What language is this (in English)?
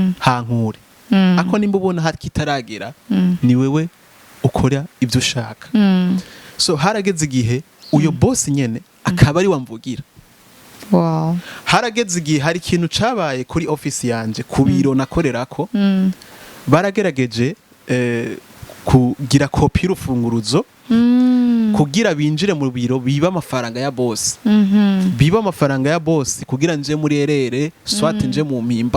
Rundi